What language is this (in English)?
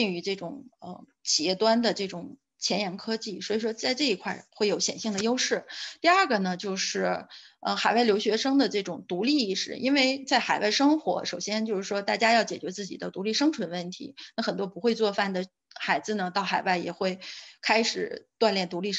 Chinese